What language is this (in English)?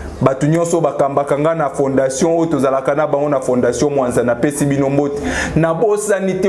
Lingala